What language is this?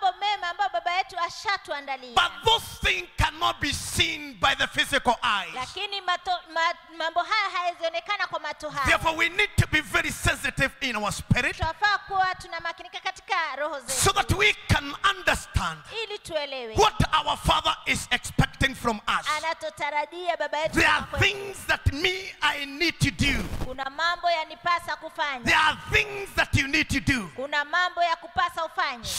Swahili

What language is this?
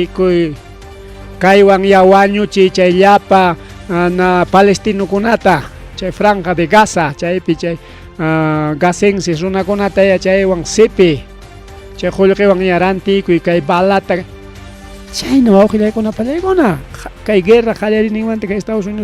Ayacucho Quechua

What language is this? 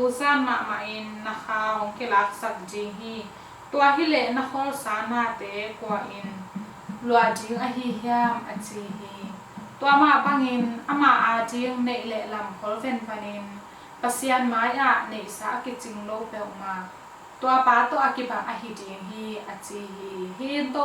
Tedim Chin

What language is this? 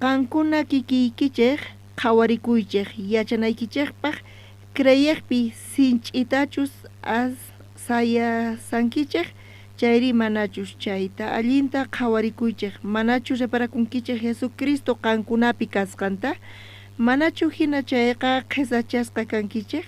South Bolivian Quechua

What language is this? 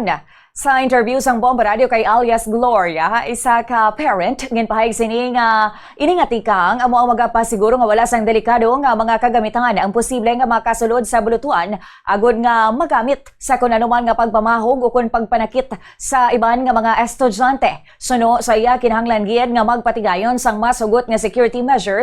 Hiligaynon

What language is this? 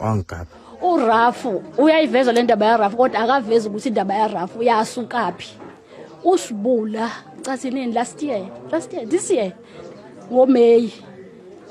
Zulu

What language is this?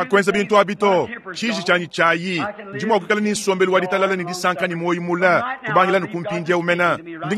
Luba-Lulua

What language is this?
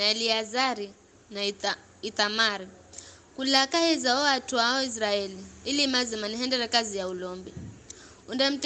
Giryama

